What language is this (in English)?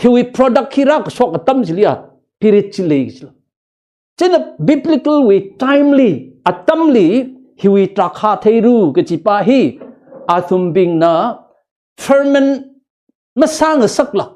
Tangkhul Naga (India)